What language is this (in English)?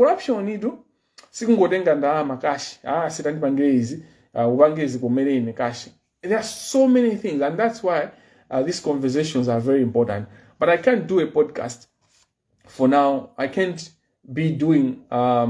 Nyanja